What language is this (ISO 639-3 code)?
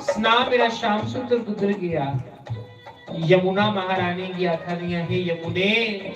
doi